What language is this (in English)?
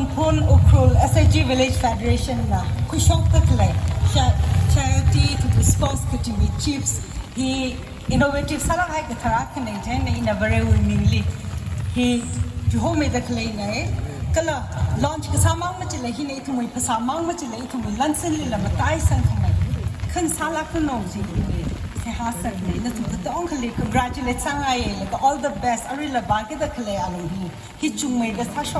Tangkhul Naga (India)